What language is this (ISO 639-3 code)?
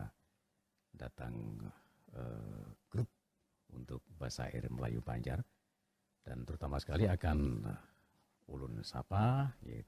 bjn